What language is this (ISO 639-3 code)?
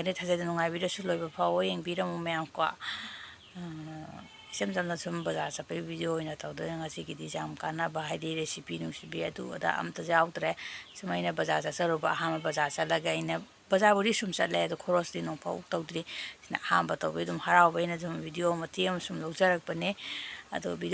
mni